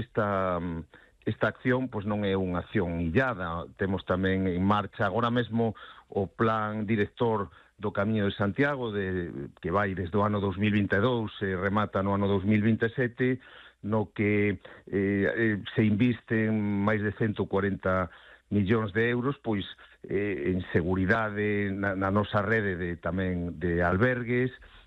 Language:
Galician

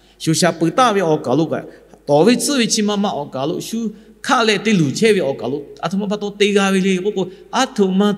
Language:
Lahu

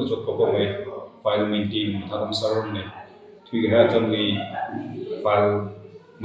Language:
Tangkhul Naga (India)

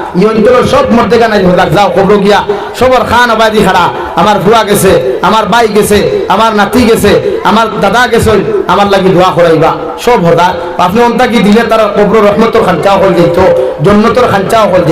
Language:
Sylheti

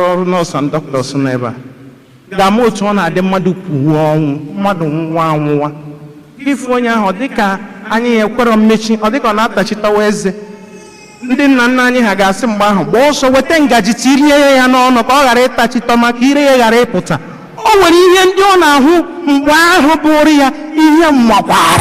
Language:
Igbo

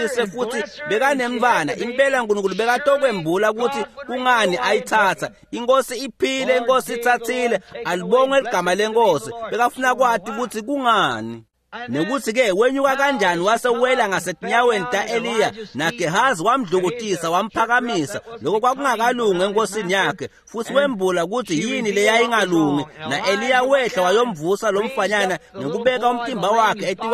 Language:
Swati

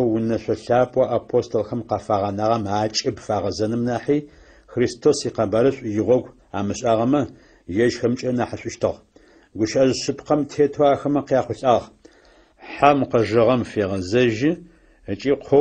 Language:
Adyghe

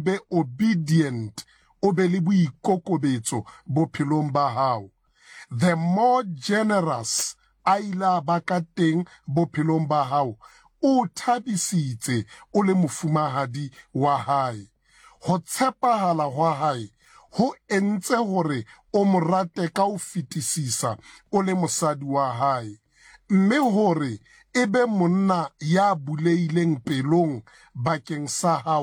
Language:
Southern Sotho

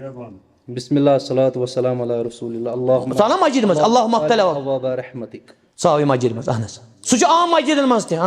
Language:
Kashmiri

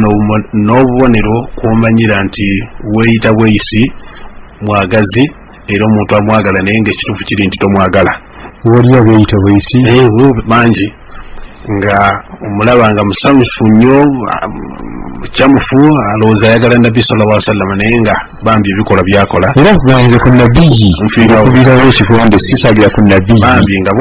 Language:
Ganda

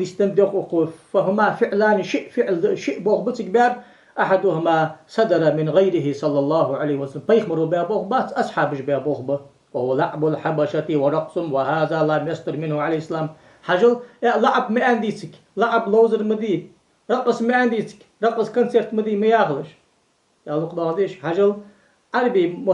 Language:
Ingush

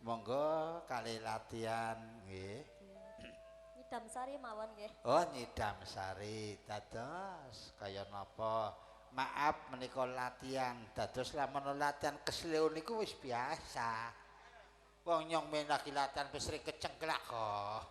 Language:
Javanese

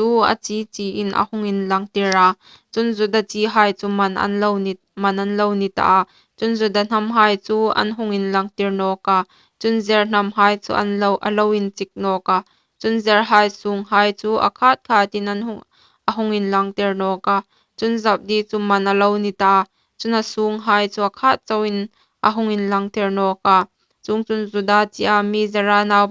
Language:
Hmar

